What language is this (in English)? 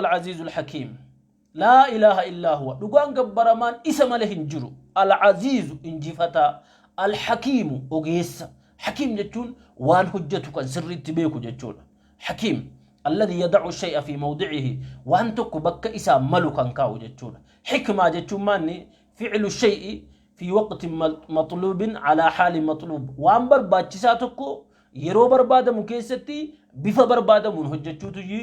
Oromo